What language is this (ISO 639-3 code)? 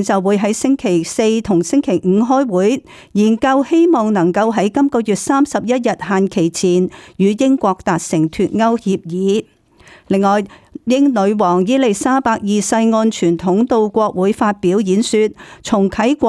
yue